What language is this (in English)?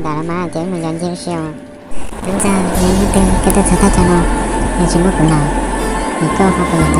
Hmong